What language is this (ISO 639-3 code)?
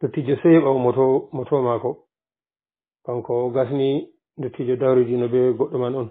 ful